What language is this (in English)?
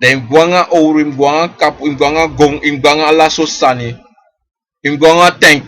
Sranan Tongo